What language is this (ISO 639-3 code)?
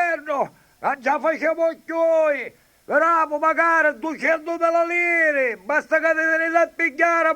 nap